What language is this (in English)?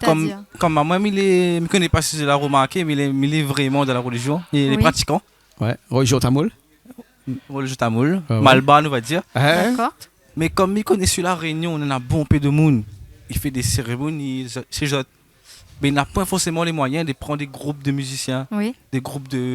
Réunion Creole French